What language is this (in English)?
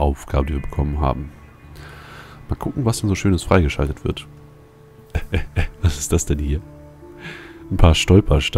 German